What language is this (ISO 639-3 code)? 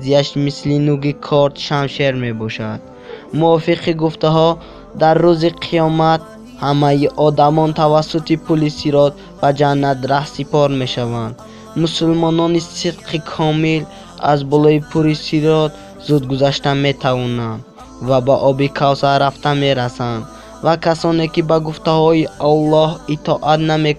tgk